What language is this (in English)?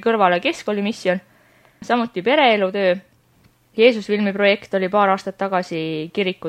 Estonian